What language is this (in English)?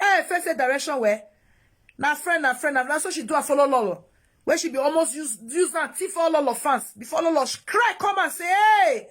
Nigerian Pidgin